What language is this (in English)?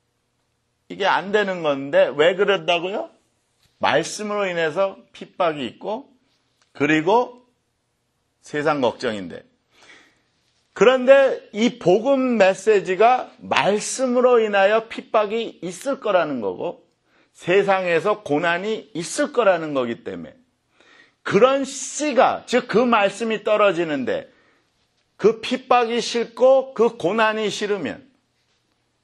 Korean